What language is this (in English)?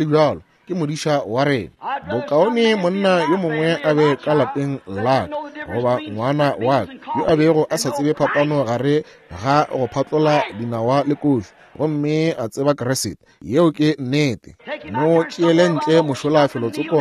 Northern Sotho